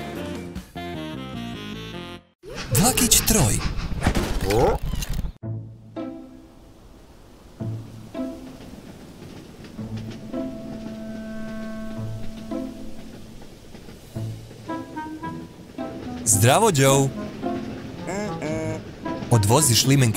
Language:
Croatian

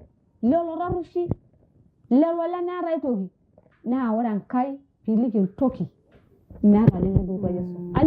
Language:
Masai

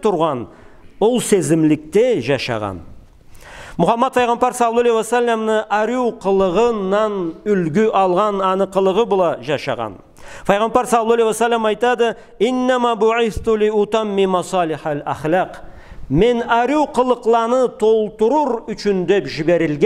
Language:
Karachay-Balkar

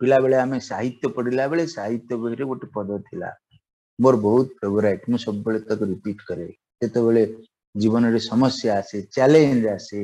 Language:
Odia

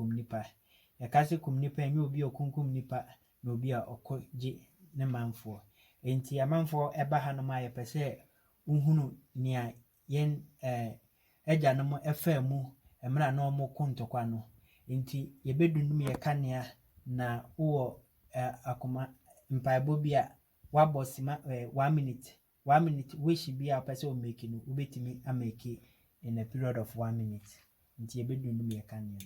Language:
Akan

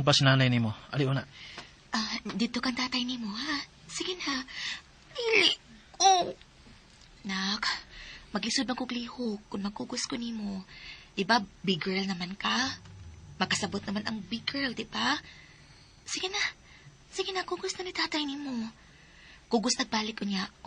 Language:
Cebuano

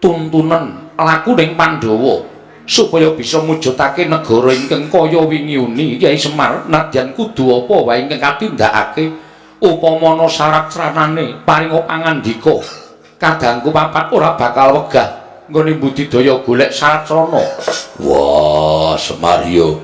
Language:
Javanese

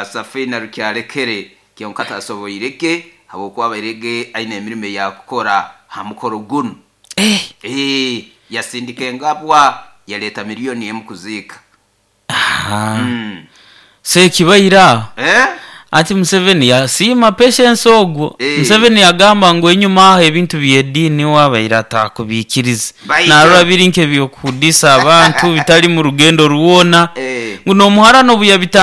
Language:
Nyoro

